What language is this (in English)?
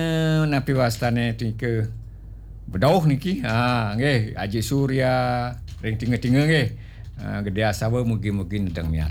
Balinese